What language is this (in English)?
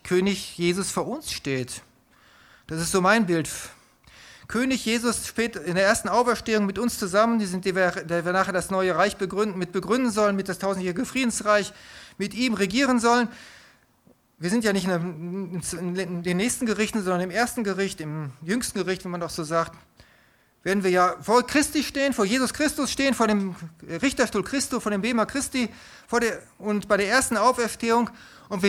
German